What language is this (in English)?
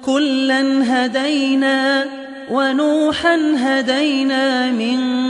Arabic